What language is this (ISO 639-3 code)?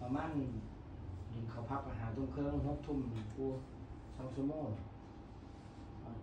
tha